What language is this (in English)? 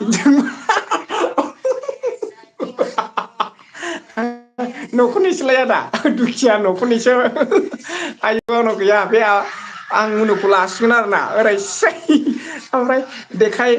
Bodo